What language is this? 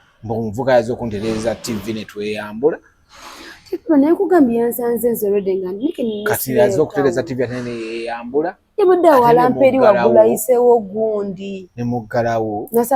Ganda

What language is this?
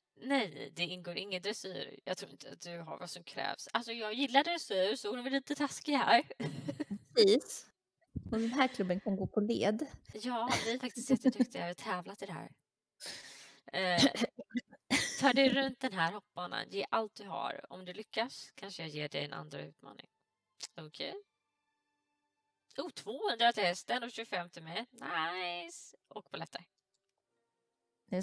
Swedish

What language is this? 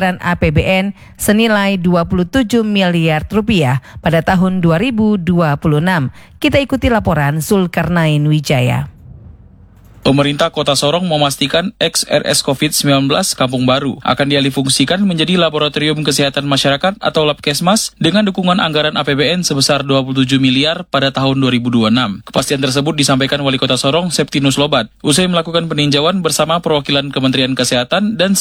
Indonesian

